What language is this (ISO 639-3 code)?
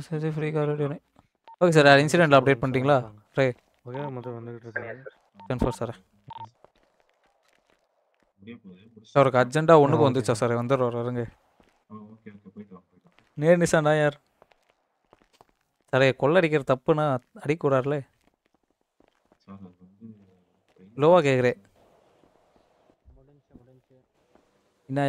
tam